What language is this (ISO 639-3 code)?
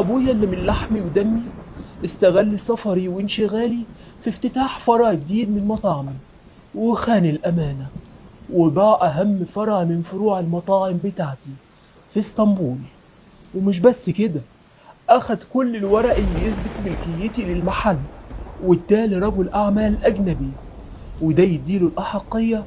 arz